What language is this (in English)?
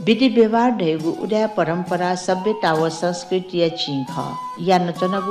Newari